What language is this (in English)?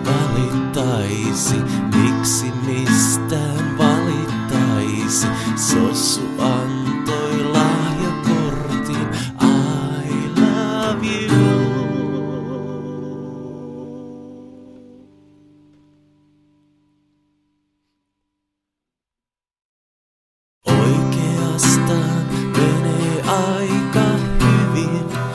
Finnish